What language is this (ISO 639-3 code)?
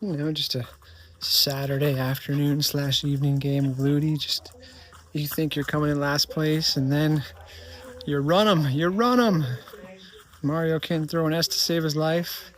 jam